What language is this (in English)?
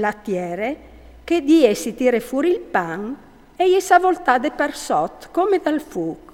Friulian